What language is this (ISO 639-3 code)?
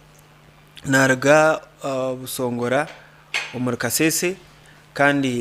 nyn